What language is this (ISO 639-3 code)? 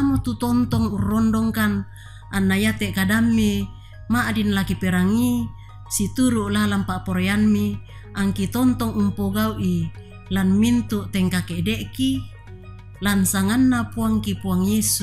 sda